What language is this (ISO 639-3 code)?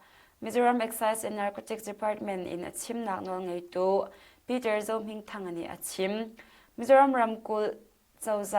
cnh